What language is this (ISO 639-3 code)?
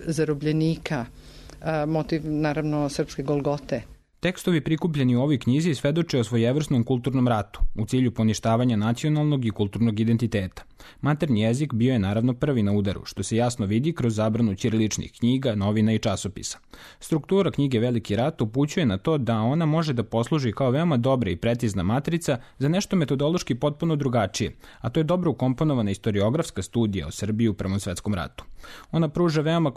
srp